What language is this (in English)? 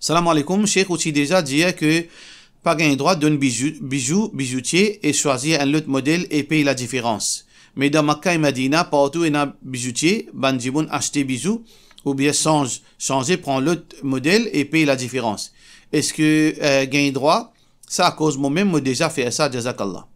Morisyen